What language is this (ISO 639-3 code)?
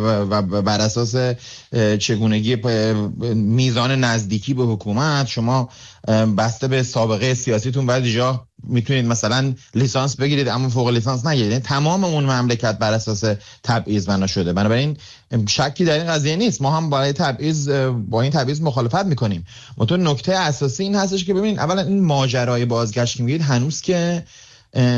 fas